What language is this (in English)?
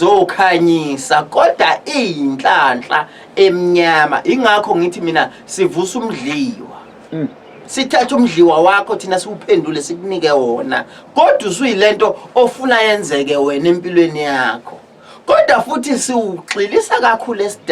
Zulu